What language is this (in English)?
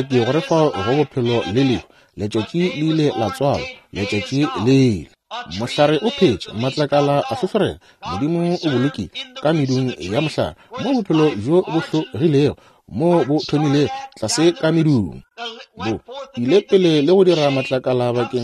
Northern Sotho